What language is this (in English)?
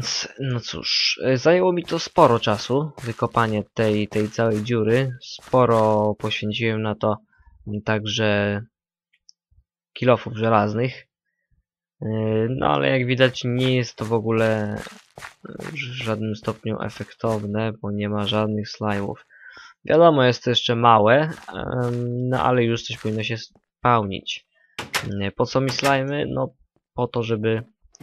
Polish